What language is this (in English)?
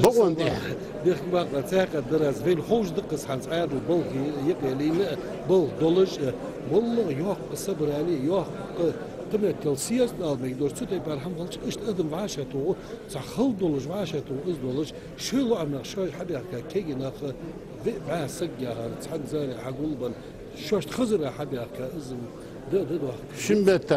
Ingush